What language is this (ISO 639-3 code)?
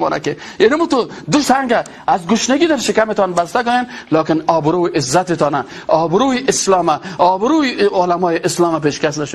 fas